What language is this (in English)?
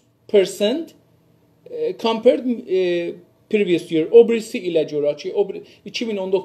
South Azerbaijani